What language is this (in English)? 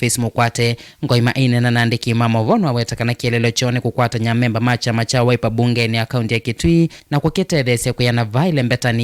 Kamba